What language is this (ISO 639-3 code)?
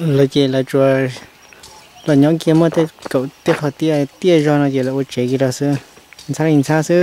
hmn